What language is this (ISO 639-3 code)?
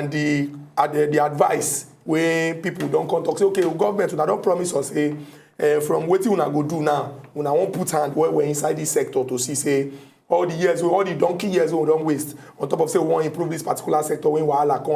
pcm